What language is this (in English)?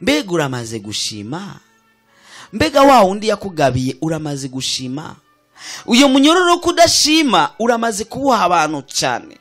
Rundi